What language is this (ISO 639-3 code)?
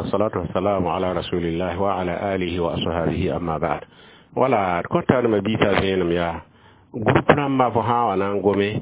mos